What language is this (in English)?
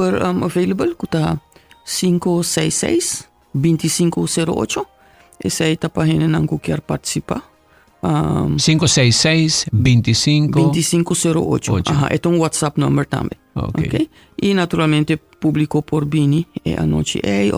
Papiamento